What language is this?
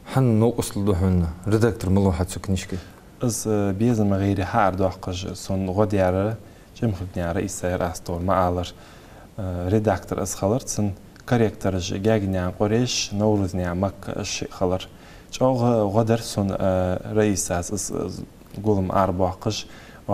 Ingush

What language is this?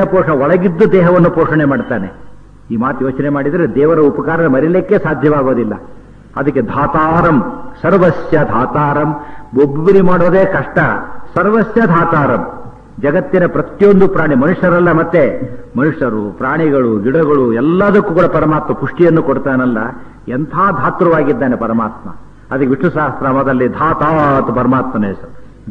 Kannada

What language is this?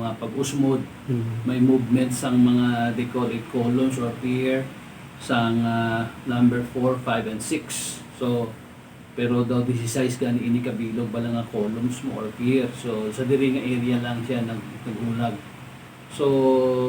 Hiligaynon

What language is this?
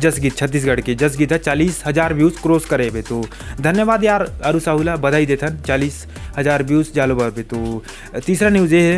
Chhattisgarhi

